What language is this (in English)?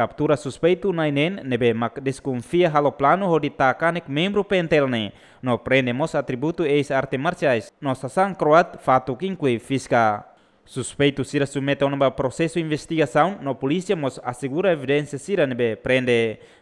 Tetum